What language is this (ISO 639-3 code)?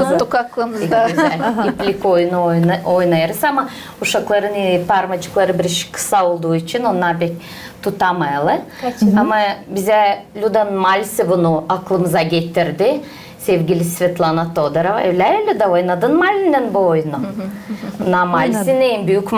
gag